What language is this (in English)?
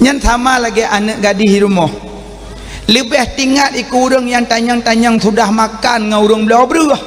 Achinese